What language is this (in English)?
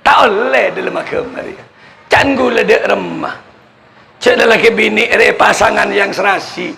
Madurese